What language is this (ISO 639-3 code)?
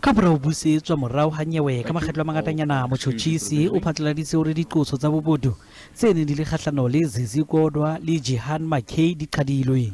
sot